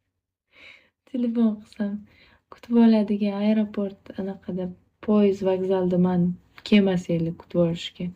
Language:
Uzbek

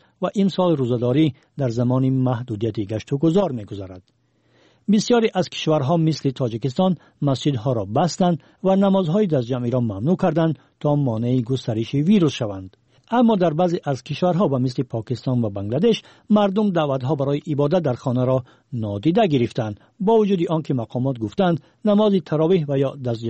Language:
Persian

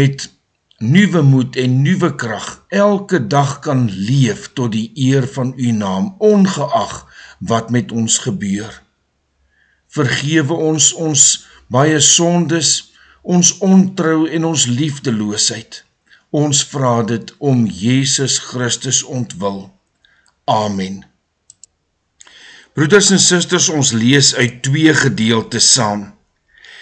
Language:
Afrikaans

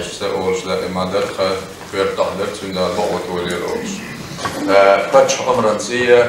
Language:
Chechen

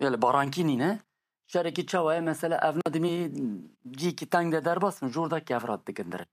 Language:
Kurdish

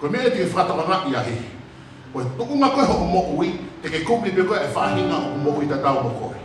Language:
Tongan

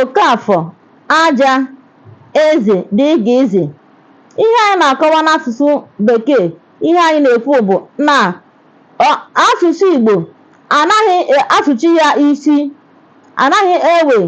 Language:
Igbo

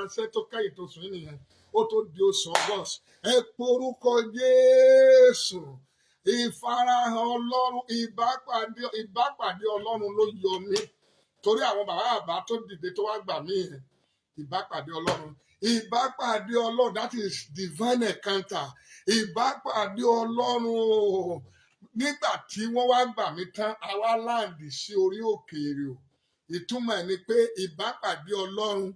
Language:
Yoruba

